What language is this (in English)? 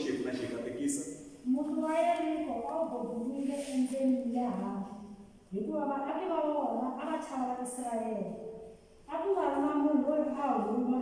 Tsonga